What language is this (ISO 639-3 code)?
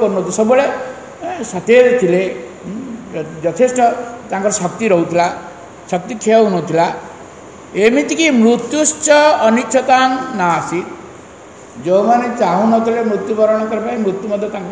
ori